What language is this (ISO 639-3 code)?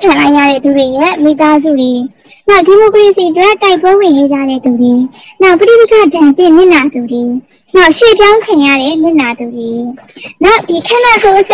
mya